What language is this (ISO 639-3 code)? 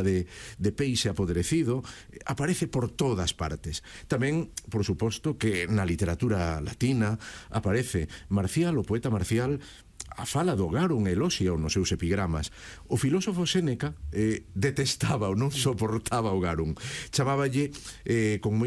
glg